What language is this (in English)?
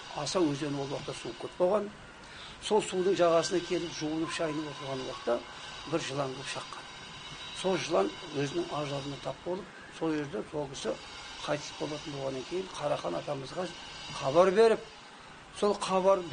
Kazakh